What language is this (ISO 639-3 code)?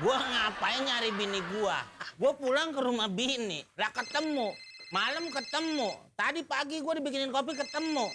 bew